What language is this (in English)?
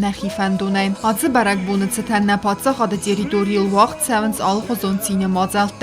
Ossetic